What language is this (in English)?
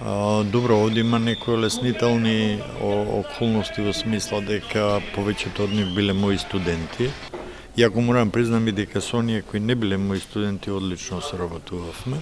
Macedonian